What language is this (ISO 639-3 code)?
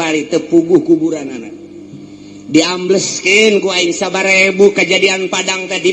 sun